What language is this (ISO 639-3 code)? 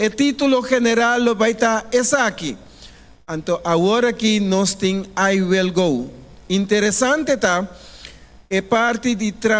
pap